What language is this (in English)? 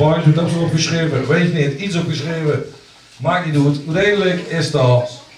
Limburgish